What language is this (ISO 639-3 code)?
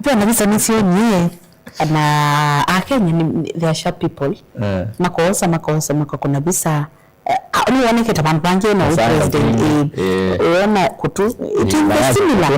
kam